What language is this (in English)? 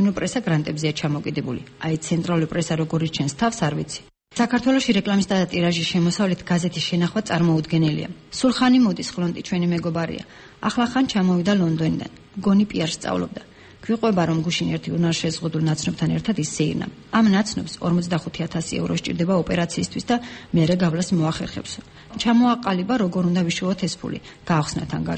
Georgian